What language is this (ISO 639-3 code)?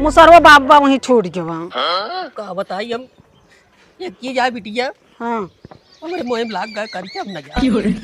awa